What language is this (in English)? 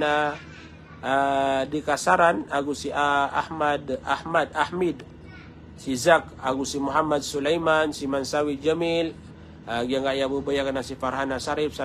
Maranao